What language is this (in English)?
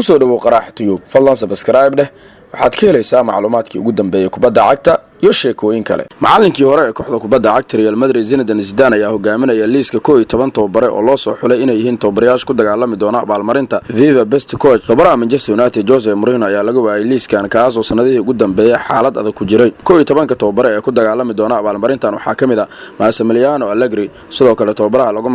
Somali